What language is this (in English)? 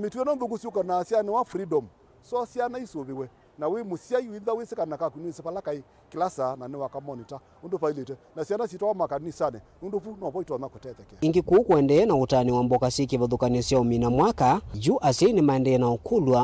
Kamba